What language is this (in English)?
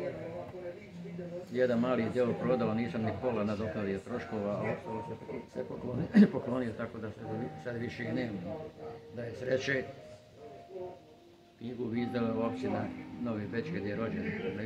Croatian